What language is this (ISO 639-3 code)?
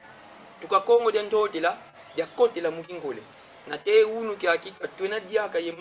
kon